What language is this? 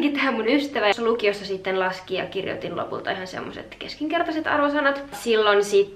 Finnish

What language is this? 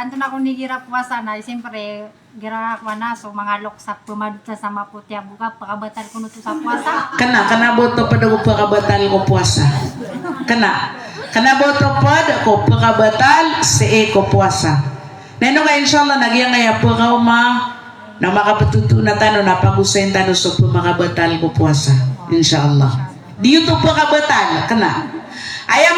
Maranao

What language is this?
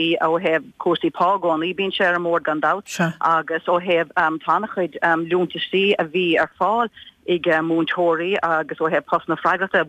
Irish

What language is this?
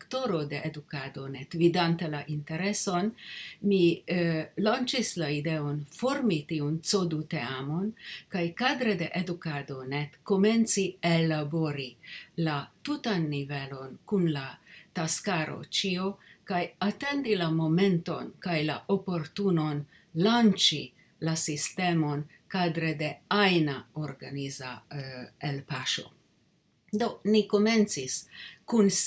Esperanto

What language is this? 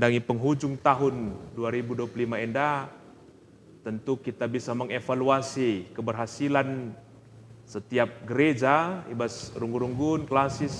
Batak Karo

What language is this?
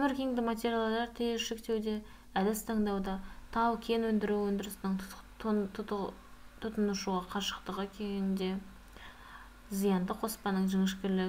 Kazakh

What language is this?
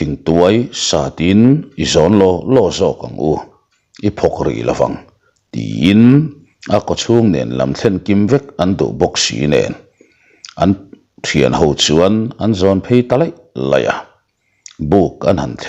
Mizo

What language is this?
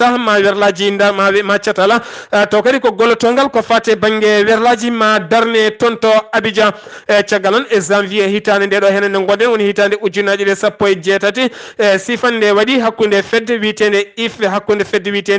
Fula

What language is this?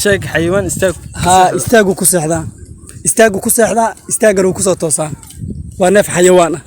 Somali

